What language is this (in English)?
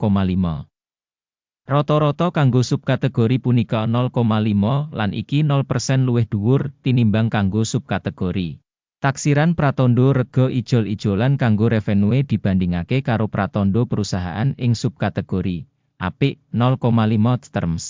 Javanese